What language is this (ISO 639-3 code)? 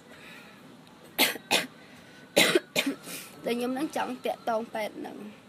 khm